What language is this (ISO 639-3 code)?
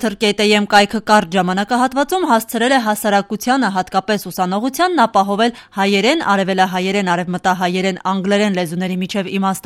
hye